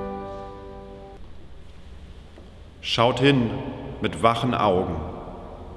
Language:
German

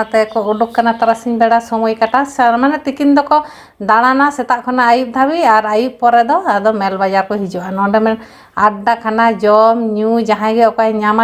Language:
Santali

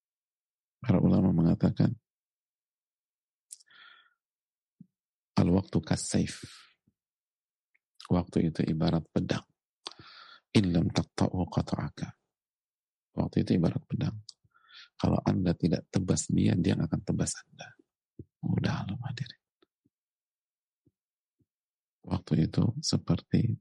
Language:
Indonesian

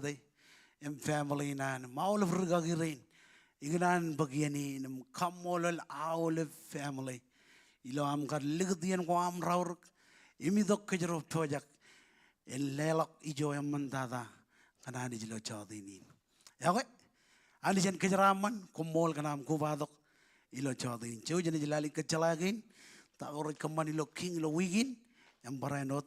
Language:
Marshallese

